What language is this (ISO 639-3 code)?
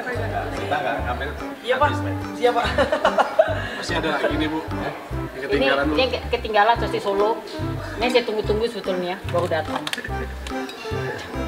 ind